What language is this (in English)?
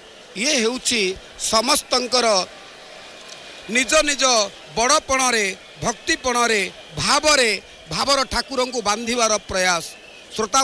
Odia